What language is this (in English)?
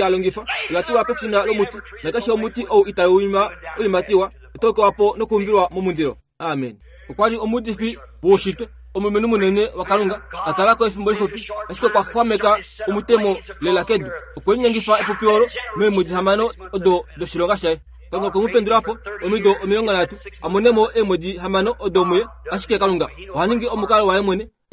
Kuanyama